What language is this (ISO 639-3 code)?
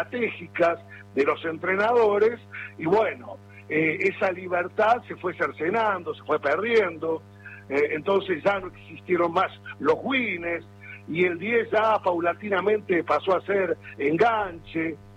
spa